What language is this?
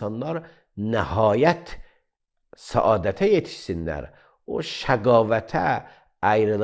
Azerbaijani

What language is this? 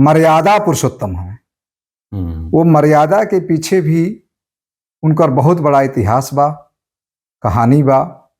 Bhojpuri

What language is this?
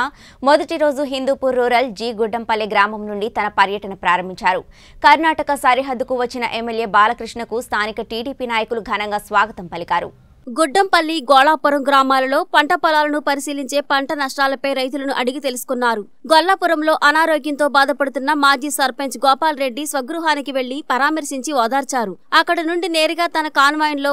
Telugu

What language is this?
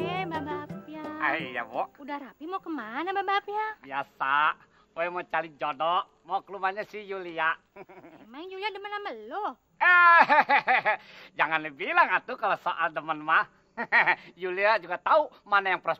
Betawi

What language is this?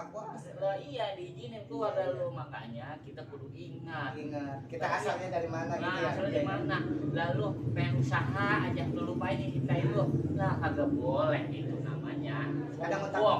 Betawi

